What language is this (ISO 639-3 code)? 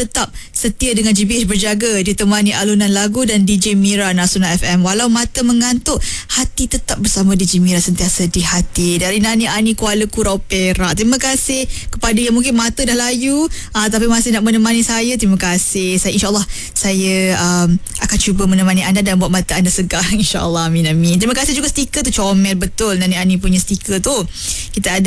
msa